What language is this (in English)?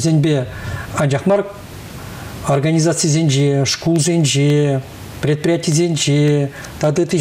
Chuvash